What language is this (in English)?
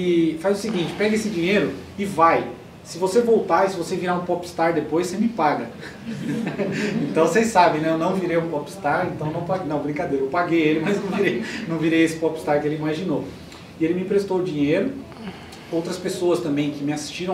Portuguese